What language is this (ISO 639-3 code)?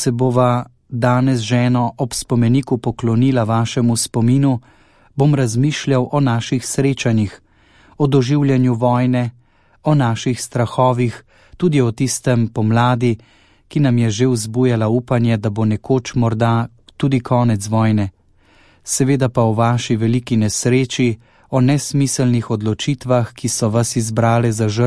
slv